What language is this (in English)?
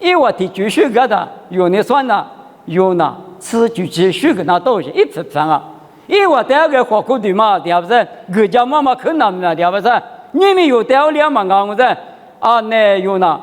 Lisu